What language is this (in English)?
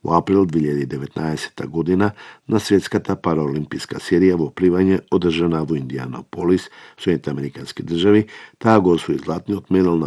Macedonian